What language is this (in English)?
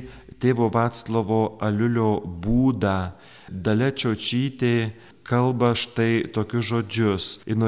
Lithuanian